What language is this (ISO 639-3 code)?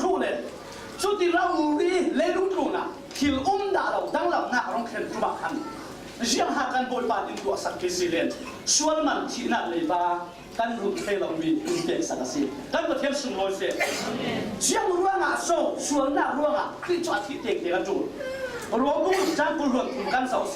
cfm